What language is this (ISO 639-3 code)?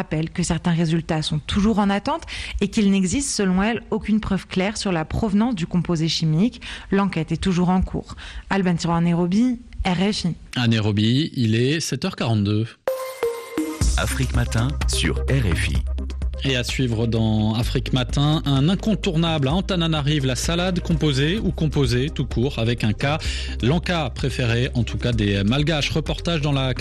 fra